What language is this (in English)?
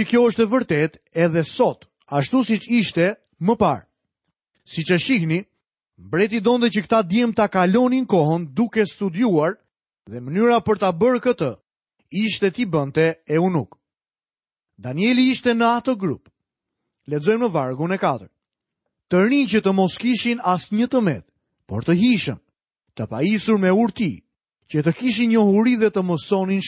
Albanian